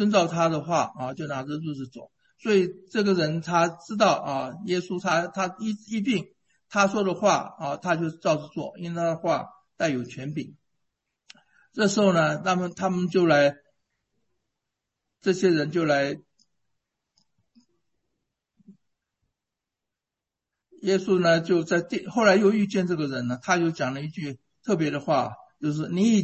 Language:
Chinese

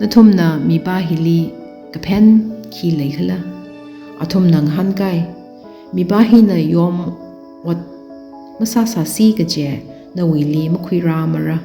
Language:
Tangkhul Naga (India)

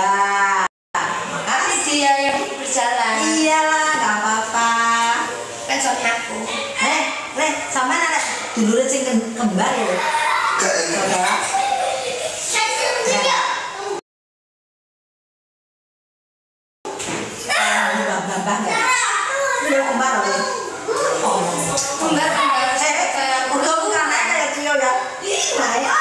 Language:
Indonesian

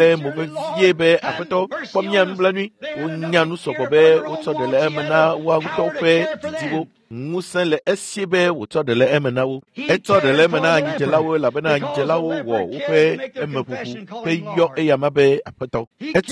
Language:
Ewe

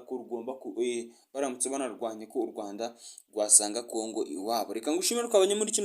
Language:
Kinyarwanda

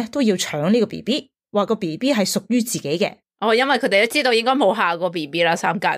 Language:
Cantonese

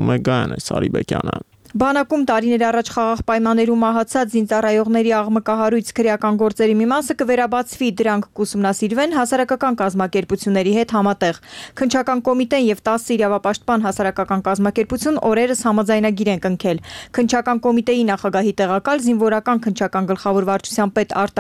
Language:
Armenian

